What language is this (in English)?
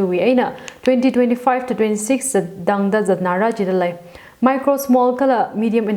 Tangkhul Naga (India)